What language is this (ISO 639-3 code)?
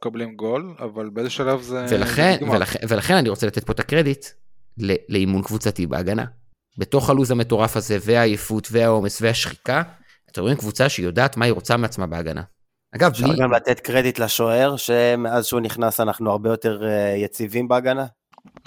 heb